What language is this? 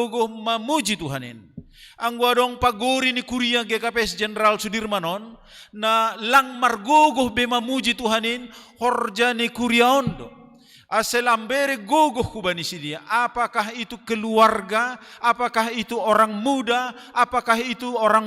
Batak Simalungun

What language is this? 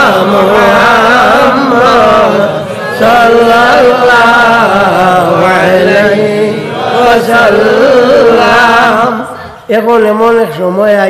Sylheti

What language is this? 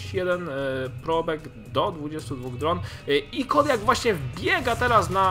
Polish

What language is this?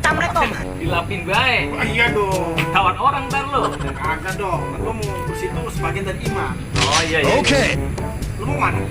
Betawi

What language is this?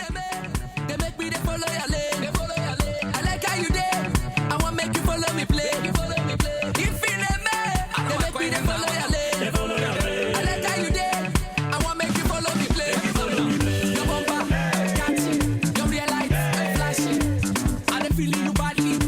Nigerian Pidgin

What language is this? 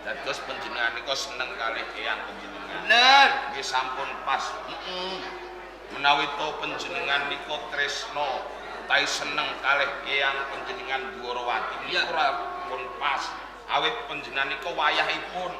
Javanese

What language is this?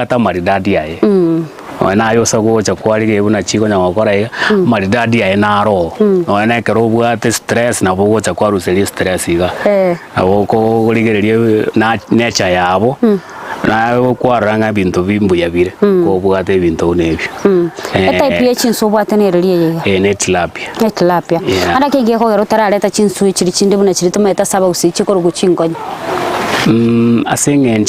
Gusii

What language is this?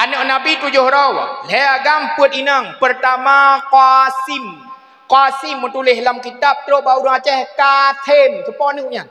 Achinese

